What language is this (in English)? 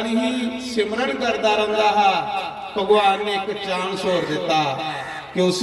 Dogri